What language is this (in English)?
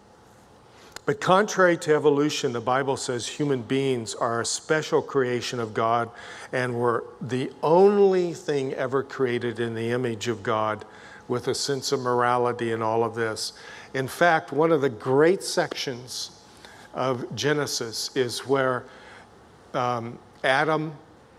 English